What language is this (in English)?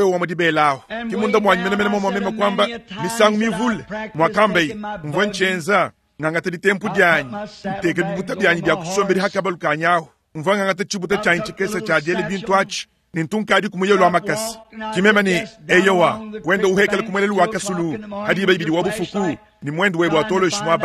Luba-Lulua